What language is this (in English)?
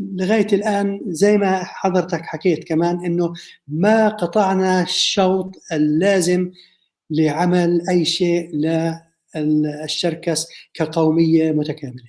North Levantine Arabic